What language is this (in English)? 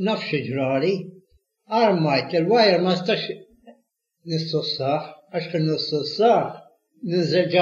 Maltese